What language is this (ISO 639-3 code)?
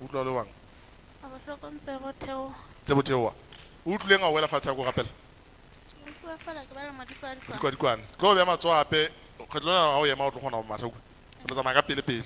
sot